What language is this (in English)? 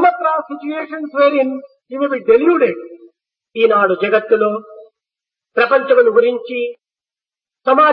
Telugu